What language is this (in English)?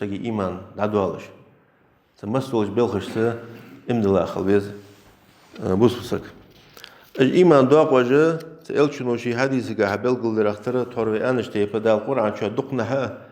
Ingush